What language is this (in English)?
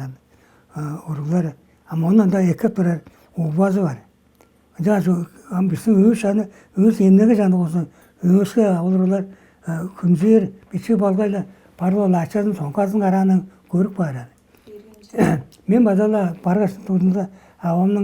Tuvinian